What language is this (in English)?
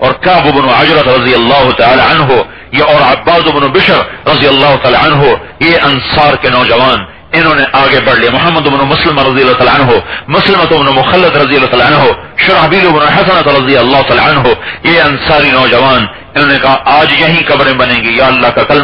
Urdu